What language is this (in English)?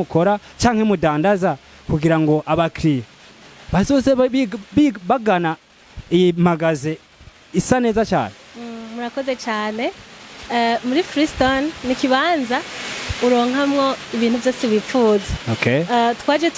Rundi